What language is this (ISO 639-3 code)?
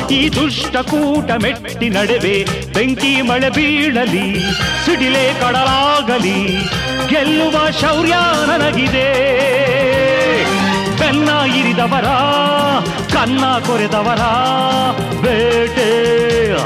kan